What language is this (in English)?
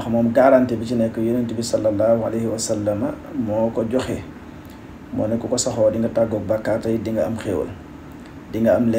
Wolof